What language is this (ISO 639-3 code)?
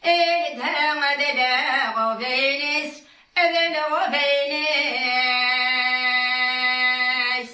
kab